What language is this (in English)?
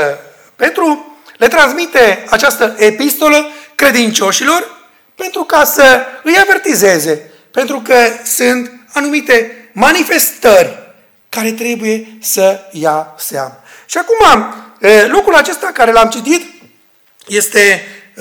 Romanian